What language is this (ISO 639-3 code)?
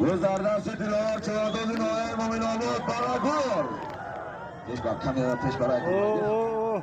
tgk